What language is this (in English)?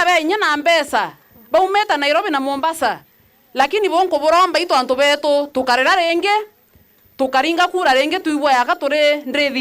Meru